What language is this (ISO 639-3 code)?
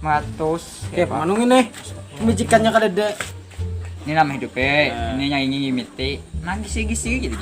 bjn